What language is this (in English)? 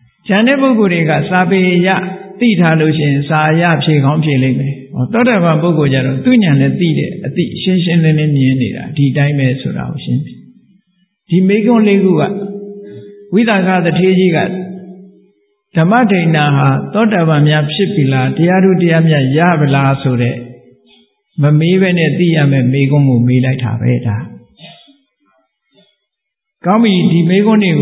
Burmese